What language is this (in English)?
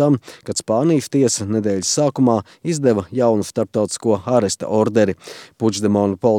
Latvian